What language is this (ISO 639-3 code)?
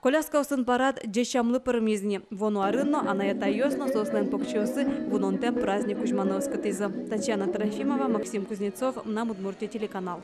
udm